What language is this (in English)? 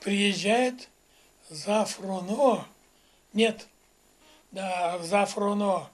Erzya